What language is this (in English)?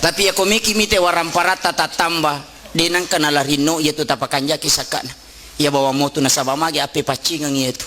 Buginese